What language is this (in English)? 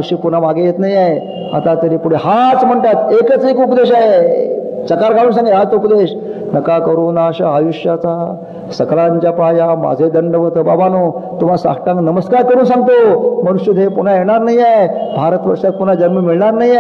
Marathi